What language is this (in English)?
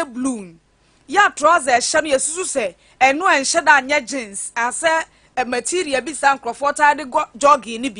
Akan